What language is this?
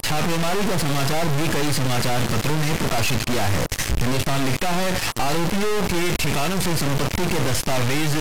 Hindi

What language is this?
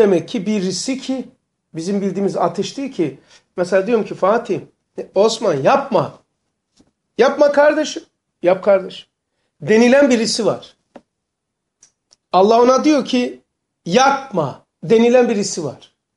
Turkish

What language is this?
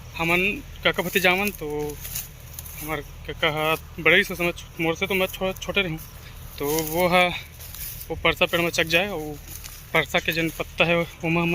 Chhattisgarhi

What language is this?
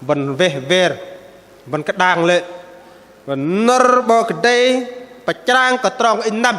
Bahnar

